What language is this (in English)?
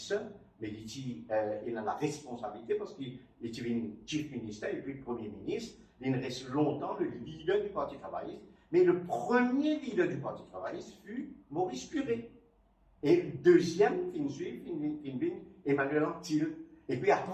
Morisyen